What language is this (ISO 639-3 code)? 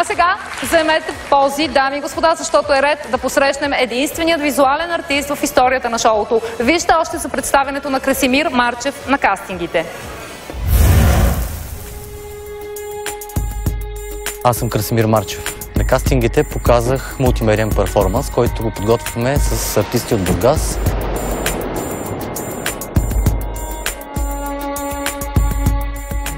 bul